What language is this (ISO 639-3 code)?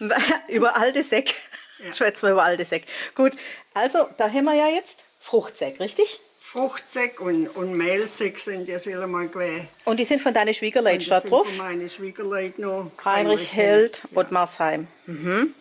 swg